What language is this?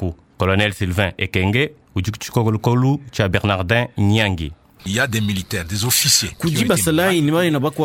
Luba-Lulua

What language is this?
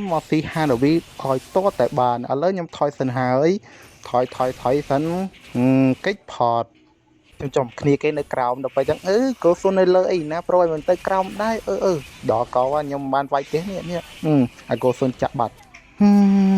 Khmer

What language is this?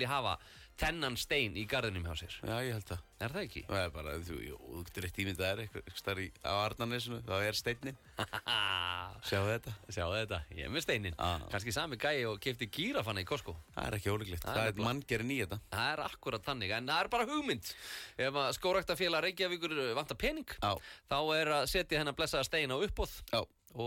Icelandic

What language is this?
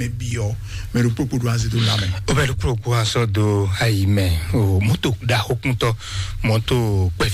Fon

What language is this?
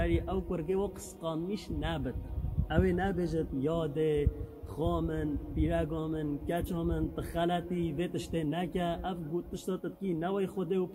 Kurdish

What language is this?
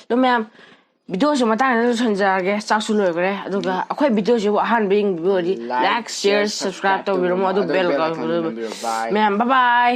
Manipuri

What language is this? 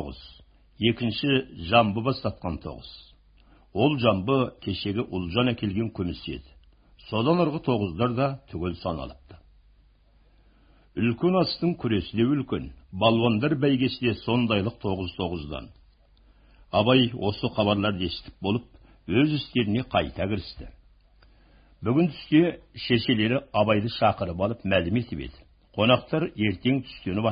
Kazakh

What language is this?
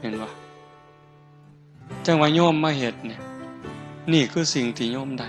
Northeastern Thai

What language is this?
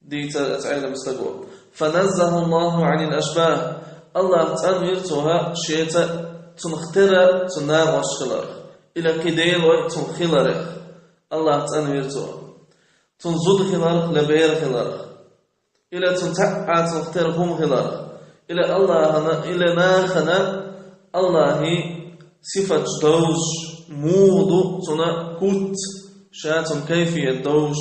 Chechen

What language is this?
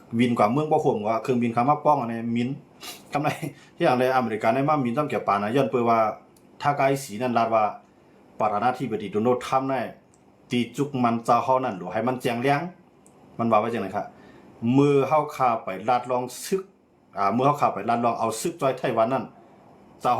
Shan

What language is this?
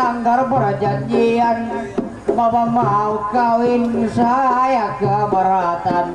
Banjar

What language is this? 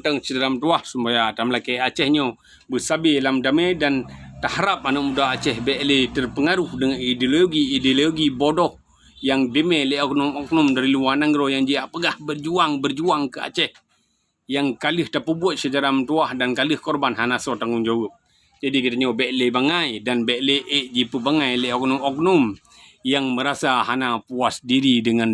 Achinese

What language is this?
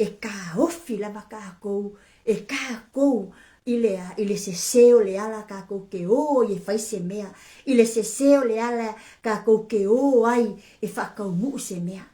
Samoan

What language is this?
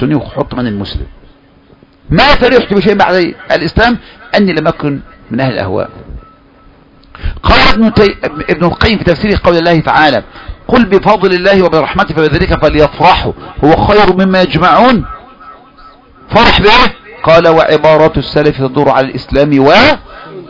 Arabic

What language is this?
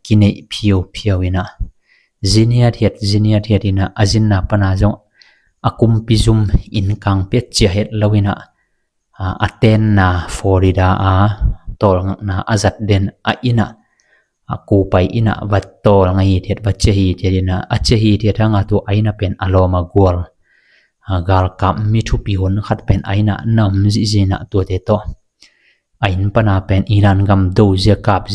Tedim Chin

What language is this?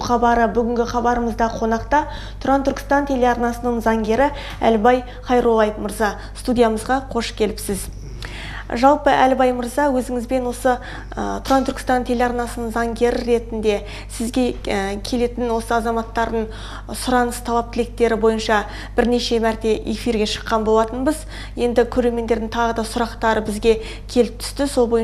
Kazakh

